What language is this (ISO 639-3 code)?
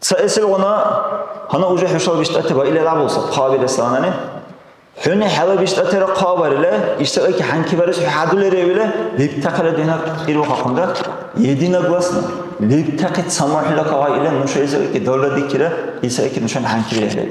dar